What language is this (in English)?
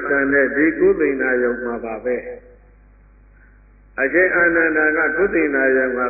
Burmese